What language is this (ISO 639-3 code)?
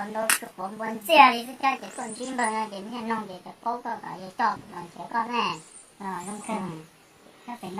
hmn